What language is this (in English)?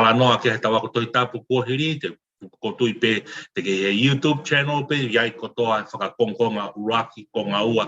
Tongan